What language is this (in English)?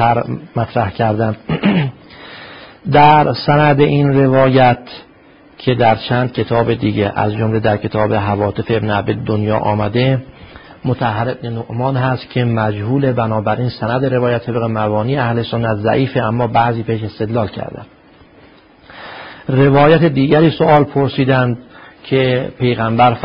Persian